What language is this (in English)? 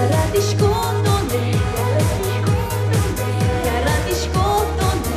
Udmurt